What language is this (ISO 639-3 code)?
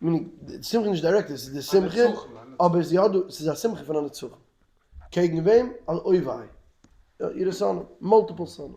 yid